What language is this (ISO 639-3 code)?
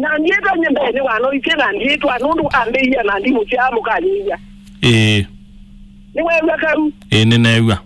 kam